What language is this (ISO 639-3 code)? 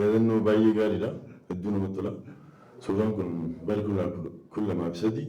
orm